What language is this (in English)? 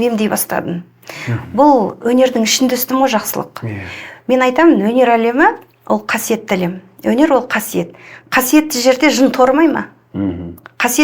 Kazakh